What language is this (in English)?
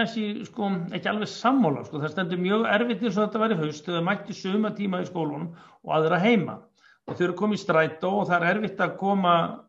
Icelandic